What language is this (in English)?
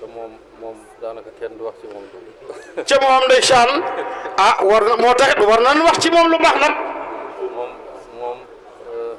Wolof